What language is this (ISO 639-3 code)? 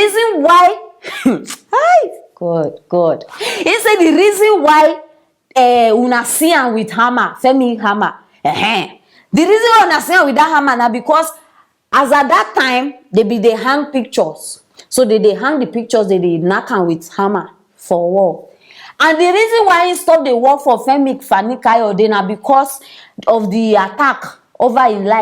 pcm